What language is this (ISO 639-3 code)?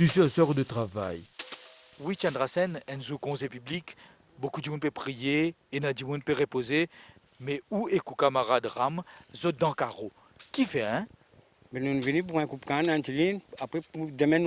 mfe